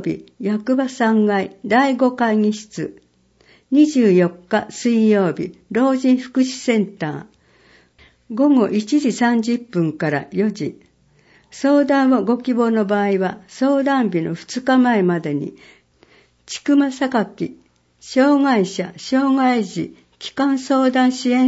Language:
Japanese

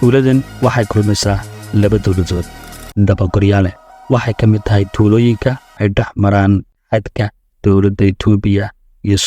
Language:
Somali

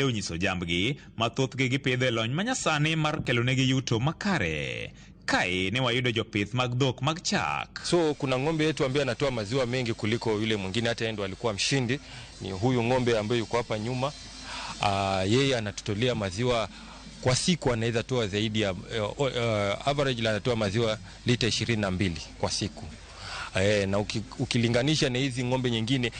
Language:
Luo (Kenya and Tanzania)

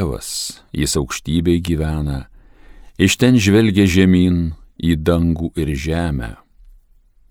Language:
Lithuanian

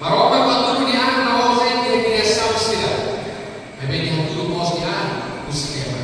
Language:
Tetum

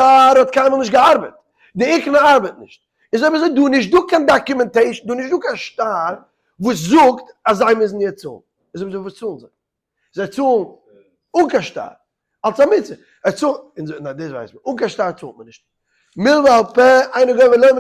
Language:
Yiddish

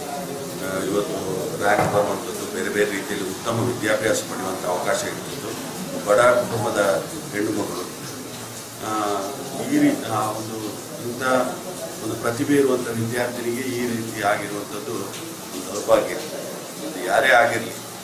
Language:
Kannada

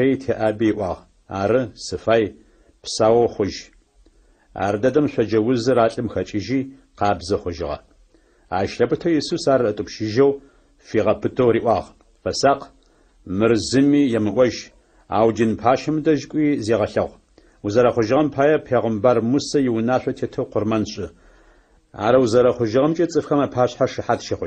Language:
Adyghe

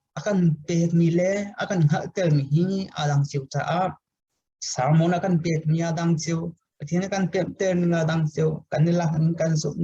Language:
Hakha Chin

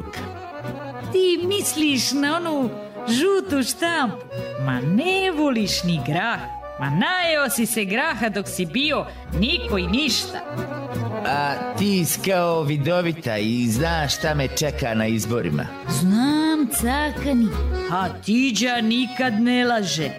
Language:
Serbian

